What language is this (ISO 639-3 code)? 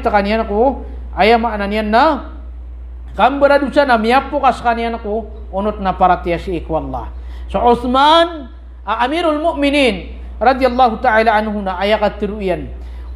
mrw